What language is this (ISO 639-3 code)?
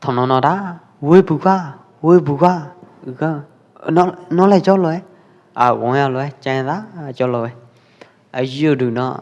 kjp